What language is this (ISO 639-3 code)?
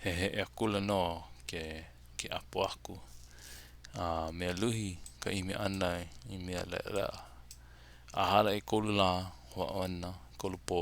haw